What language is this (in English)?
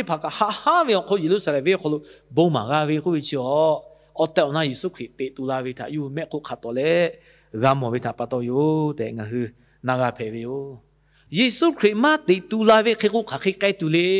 Lahu